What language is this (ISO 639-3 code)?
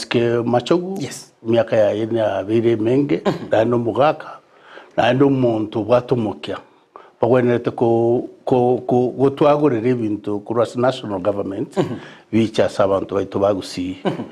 guz